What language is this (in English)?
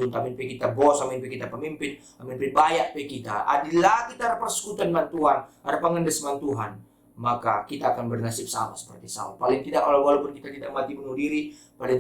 Batak Karo